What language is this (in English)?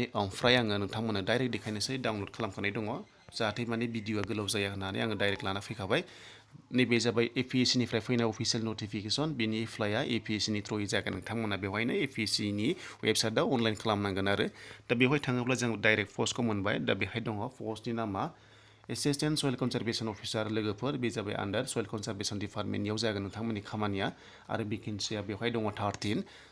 Bodo